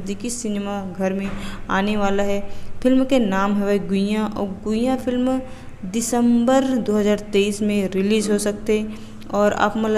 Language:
Chhattisgarhi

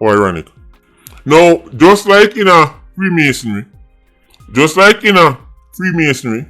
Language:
Jamaican Creole English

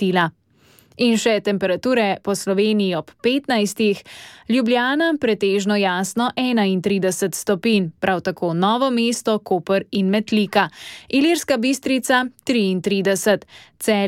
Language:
Slovenian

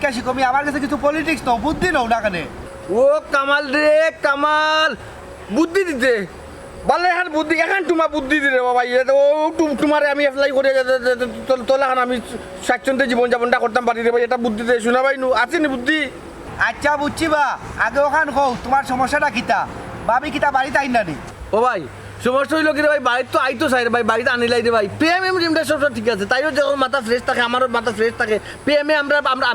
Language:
Sylheti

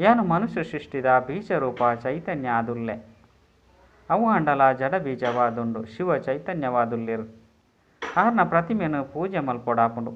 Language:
Tulu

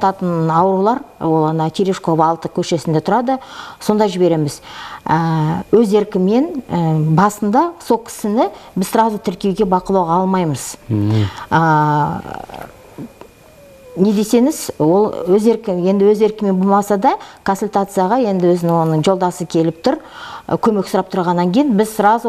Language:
Kazakh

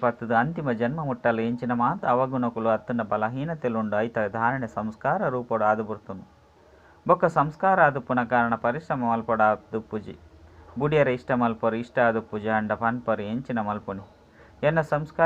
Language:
Tulu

